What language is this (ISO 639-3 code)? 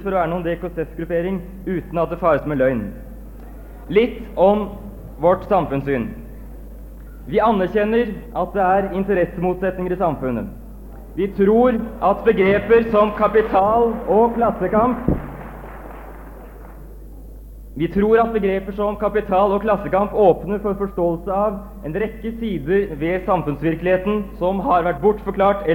nor